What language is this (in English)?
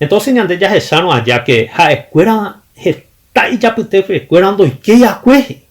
Guarani